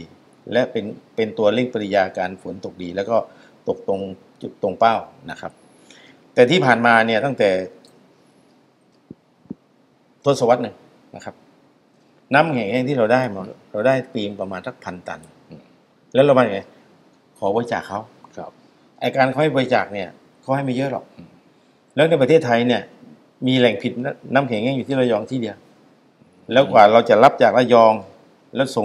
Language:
Thai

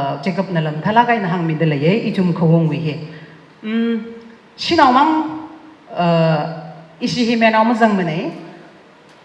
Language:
Tangkhul Naga (India)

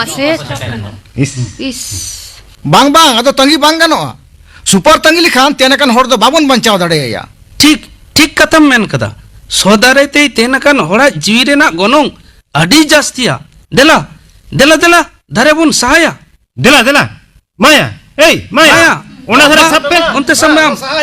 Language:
Santali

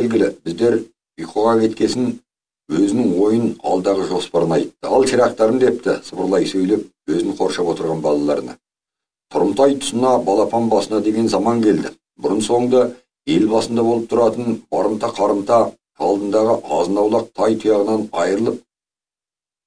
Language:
Kazakh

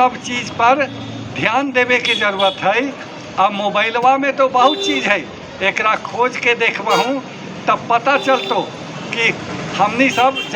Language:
Magahi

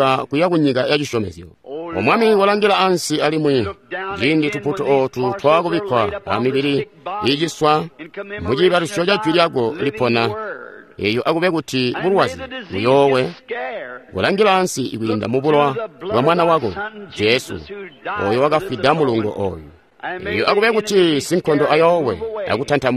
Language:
Tonga (Zambia)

